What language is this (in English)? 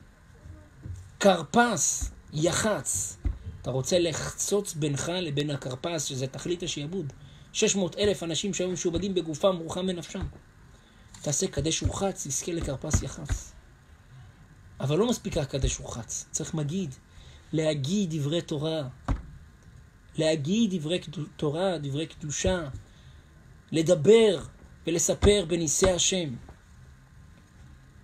Hebrew